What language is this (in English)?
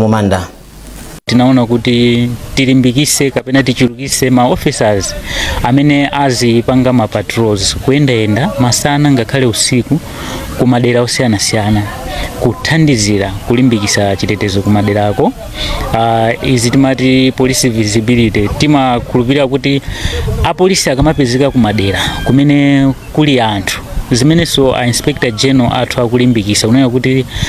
Nyanja